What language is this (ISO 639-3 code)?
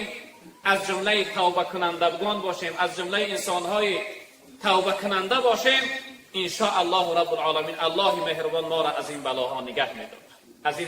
tgk